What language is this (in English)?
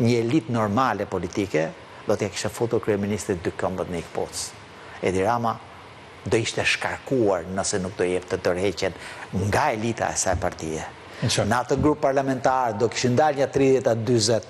Albanian